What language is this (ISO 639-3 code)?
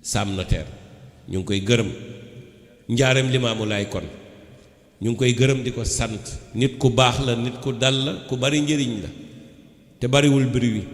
wol